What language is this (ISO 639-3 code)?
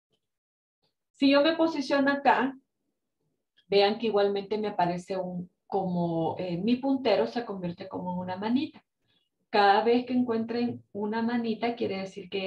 spa